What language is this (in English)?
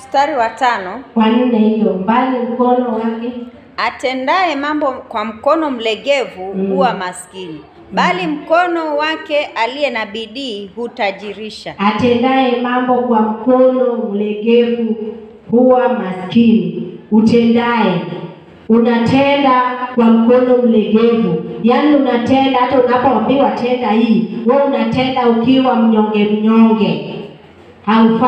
Swahili